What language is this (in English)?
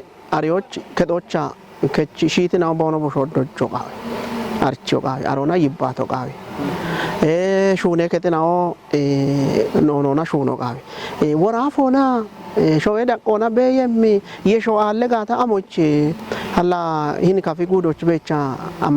Kafa